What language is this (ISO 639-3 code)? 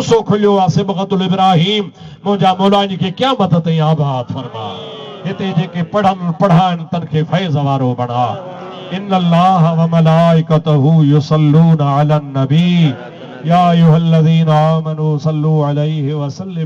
snd